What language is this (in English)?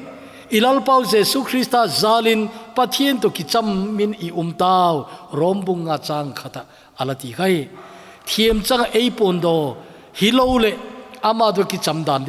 Thado Chin